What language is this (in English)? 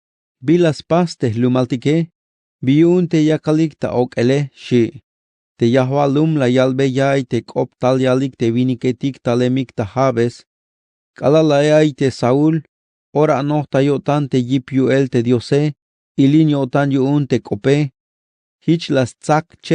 Tzeltal